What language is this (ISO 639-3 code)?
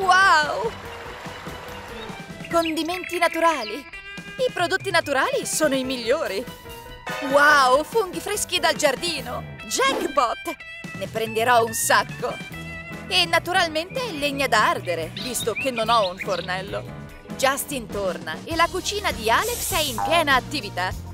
ita